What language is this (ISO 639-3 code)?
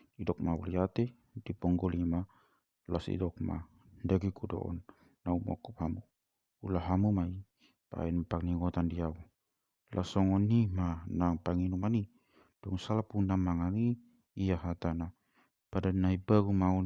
bbc